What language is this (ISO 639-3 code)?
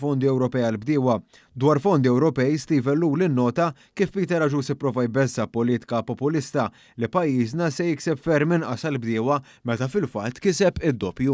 mlt